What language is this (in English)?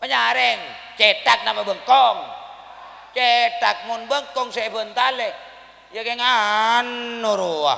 Madurese